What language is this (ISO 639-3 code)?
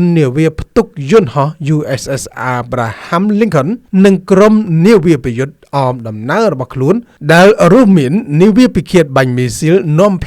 khm